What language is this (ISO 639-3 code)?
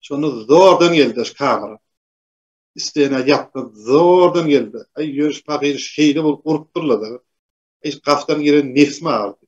tuk